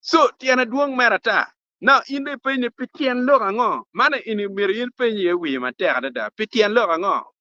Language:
Acoli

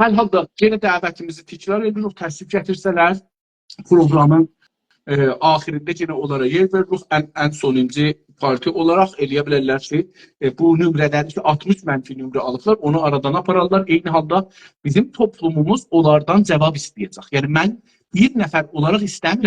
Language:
South Azerbaijani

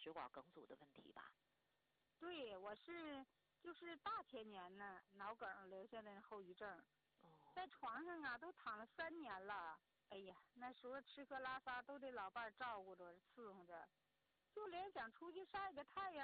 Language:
Chinese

